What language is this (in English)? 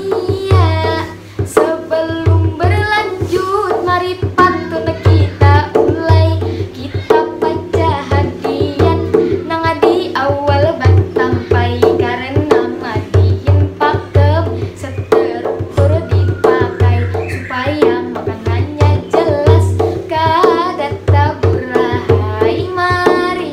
Banjar